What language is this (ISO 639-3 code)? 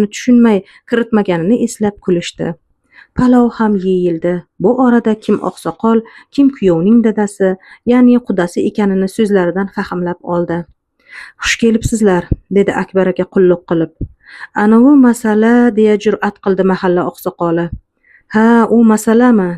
uzb